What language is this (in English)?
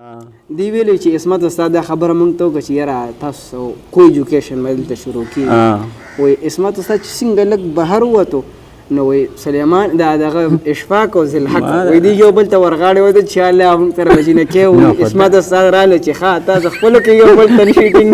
Pashto